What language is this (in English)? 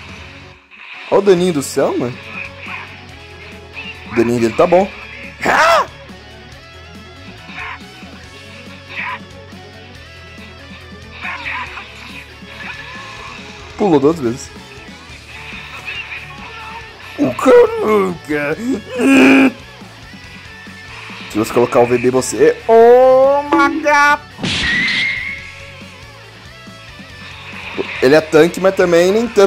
Portuguese